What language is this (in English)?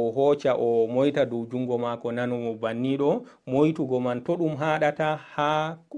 Fula